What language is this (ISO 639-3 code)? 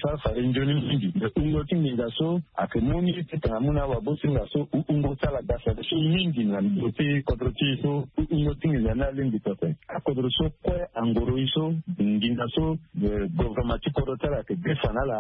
sag